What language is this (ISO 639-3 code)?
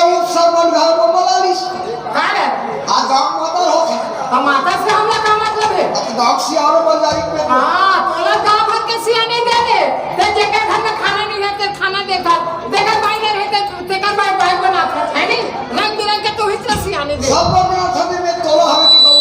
hne